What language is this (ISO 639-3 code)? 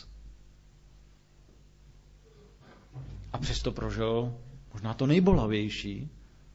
ces